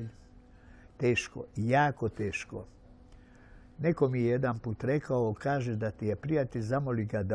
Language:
Serbian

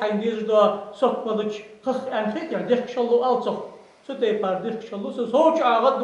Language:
Ingush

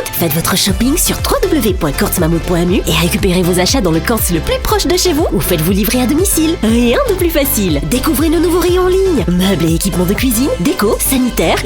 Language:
Morisyen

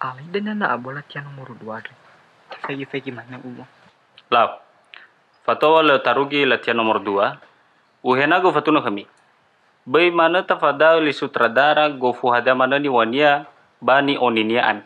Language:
Nias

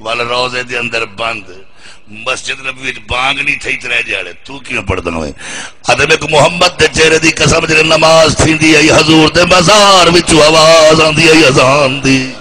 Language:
Saraiki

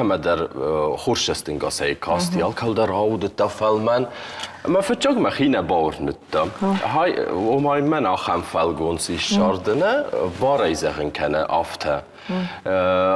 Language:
Ossetic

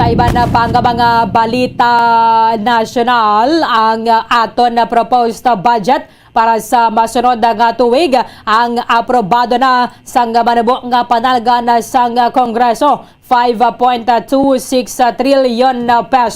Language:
Hiligaynon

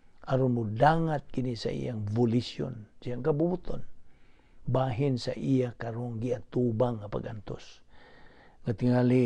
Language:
Cebuano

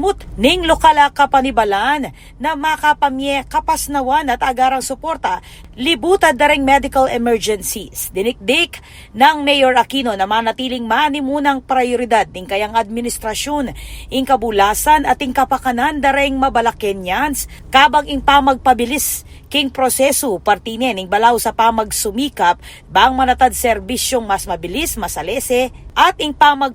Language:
Pampanga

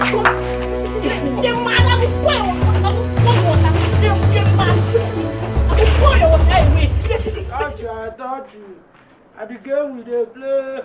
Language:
Nigerian Pidgin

